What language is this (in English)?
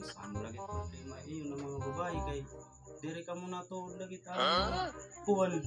Waray